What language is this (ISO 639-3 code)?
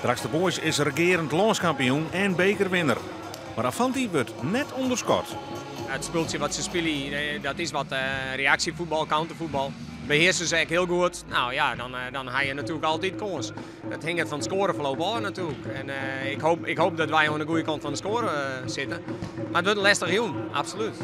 fry